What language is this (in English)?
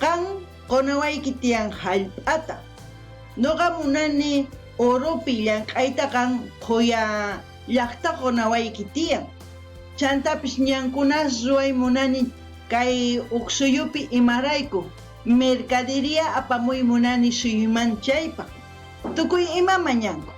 South Bolivian Quechua